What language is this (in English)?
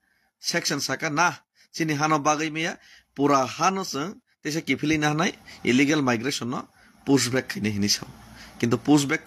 Kok Borok